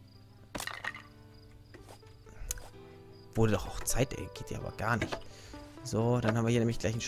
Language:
German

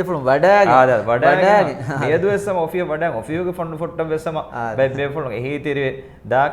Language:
Divehi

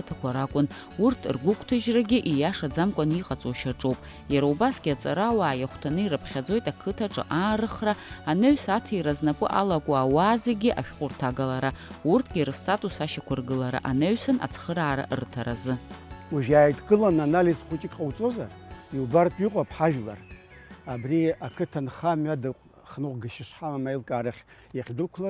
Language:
Abkhazian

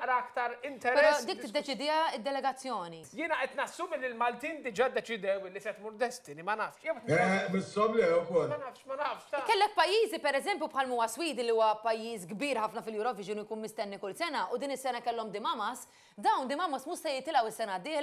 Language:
Maltese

